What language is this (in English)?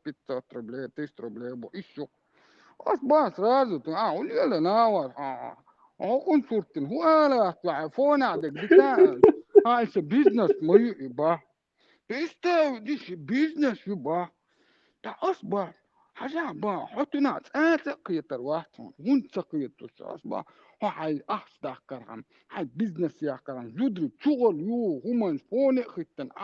Chechen